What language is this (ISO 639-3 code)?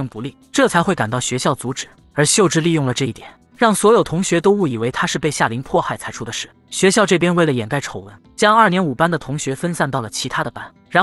zho